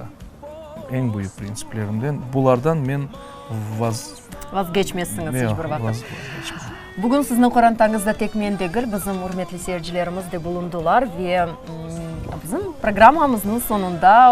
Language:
Crimean Tatar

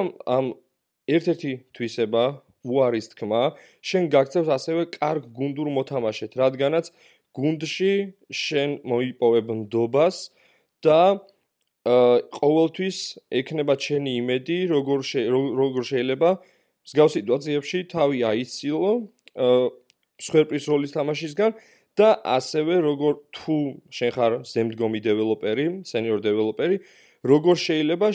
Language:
Georgian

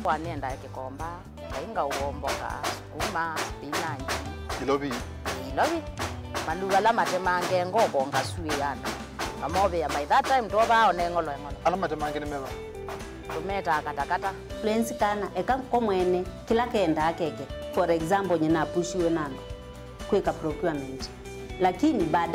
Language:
Kamba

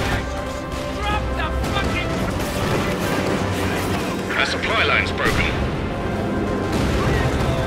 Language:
English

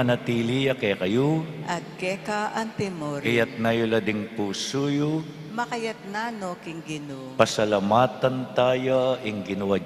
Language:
Pampanga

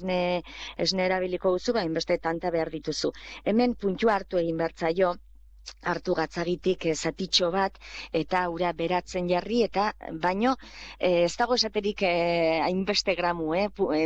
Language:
Basque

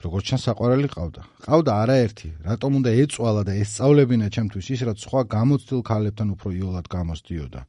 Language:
Georgian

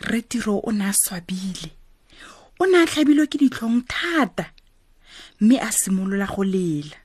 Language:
Tswana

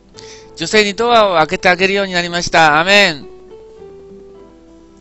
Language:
Japanese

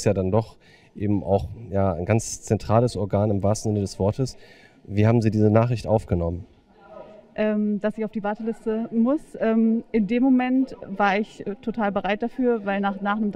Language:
German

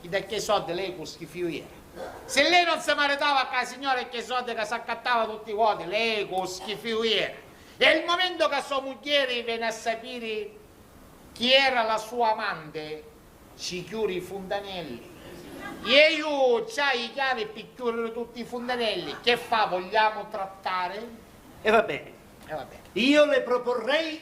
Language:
Sicilian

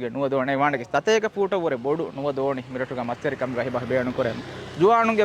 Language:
Divehi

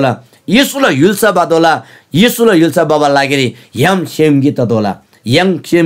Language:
Eastern Tamang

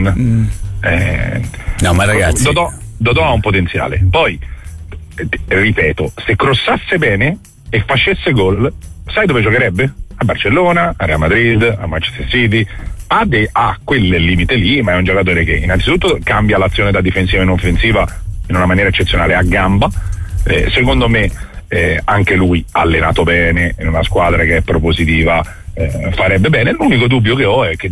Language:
Italian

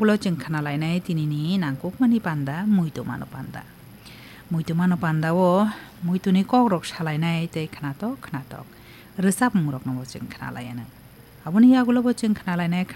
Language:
Kok Borok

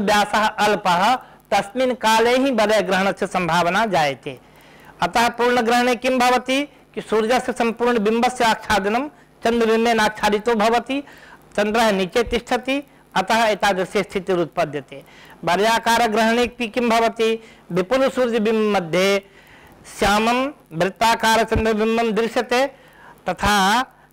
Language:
Sanskrit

